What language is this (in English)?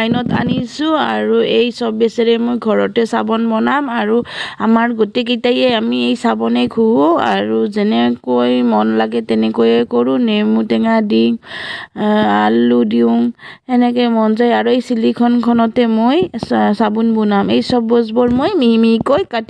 Assamese